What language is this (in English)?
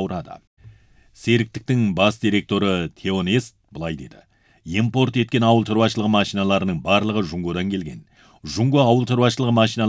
Kazakh